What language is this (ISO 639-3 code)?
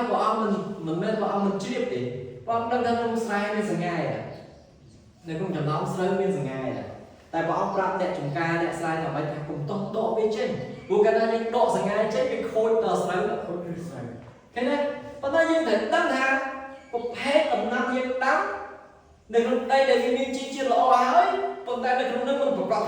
khm